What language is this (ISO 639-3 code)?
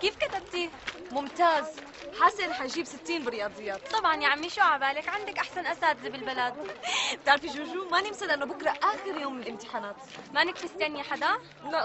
apc